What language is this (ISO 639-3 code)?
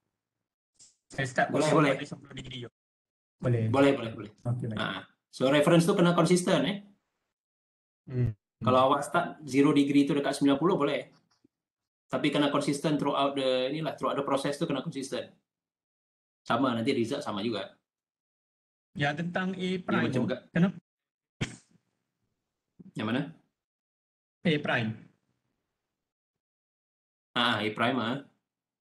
msa